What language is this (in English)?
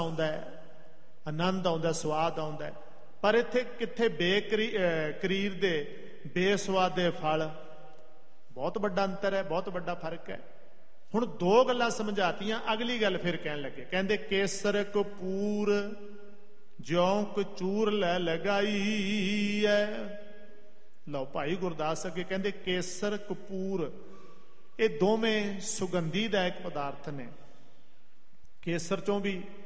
Punjabi